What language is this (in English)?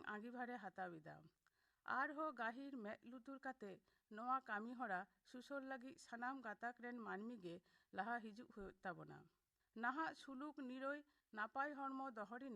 Santali